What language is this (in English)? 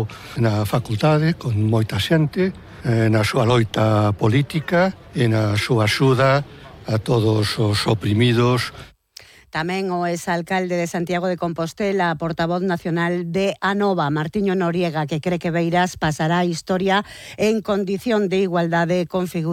Galician